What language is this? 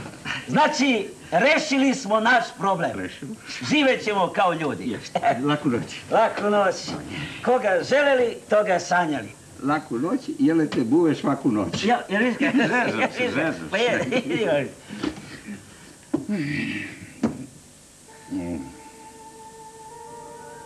Serbian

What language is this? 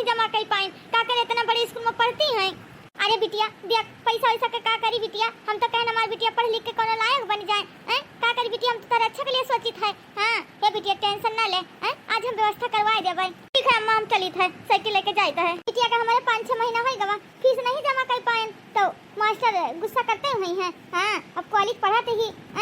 Awadhi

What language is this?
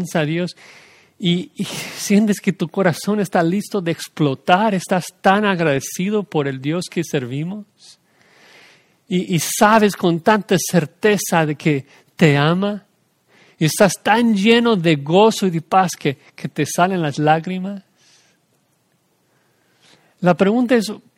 Spanish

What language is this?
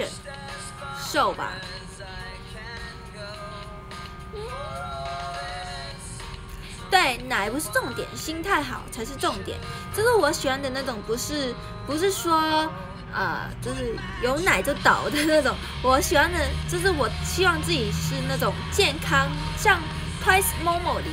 Chinese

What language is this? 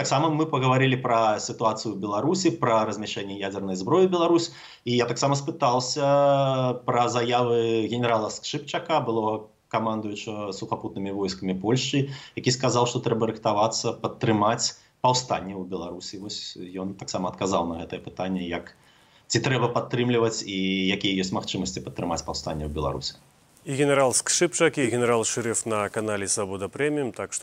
Belarusian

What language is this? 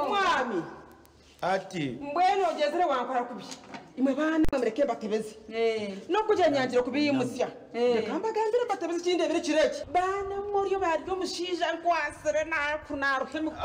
Nyankole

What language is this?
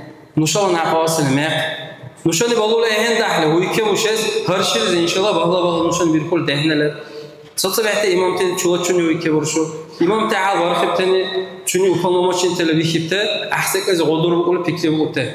Dargwa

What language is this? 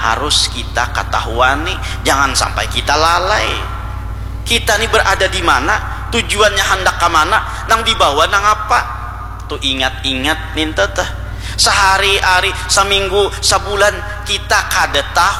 Banjar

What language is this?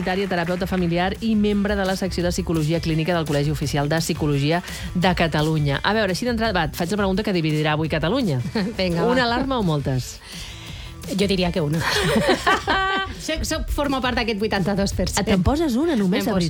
Catalan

